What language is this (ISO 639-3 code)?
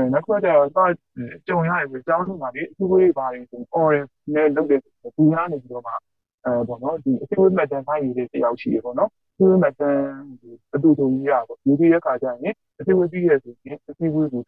mya